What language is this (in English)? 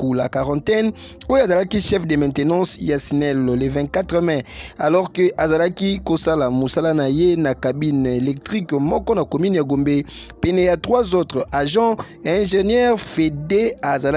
Lingala